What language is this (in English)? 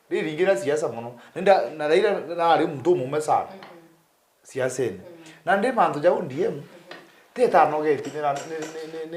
Meru